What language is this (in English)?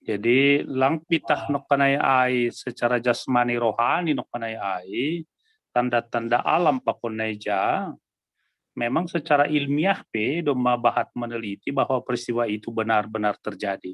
Batak Simalungun